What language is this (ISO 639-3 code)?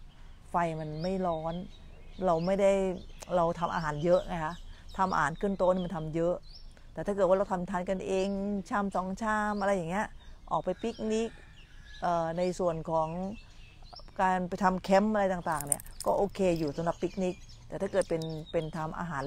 tha